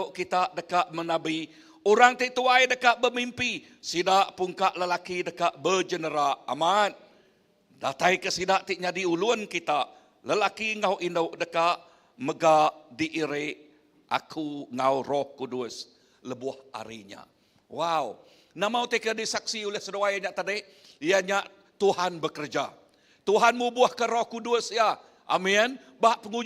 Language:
Iban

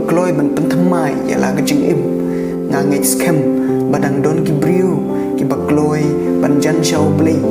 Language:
Khasi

